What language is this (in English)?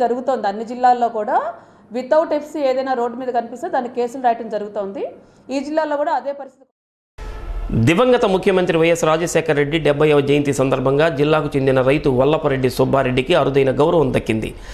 Telugu